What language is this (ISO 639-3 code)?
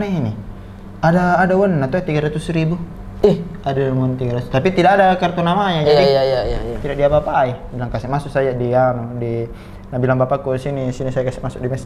mfp